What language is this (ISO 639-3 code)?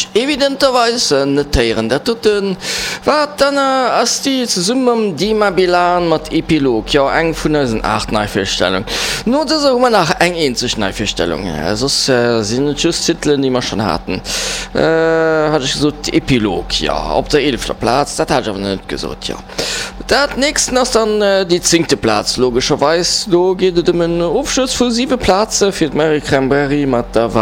ltz